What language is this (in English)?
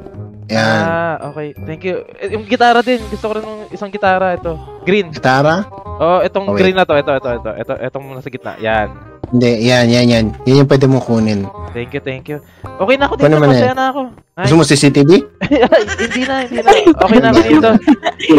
Filipino